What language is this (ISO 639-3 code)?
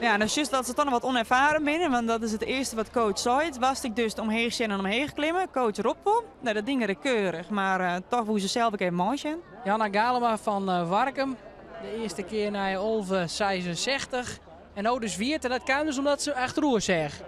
fry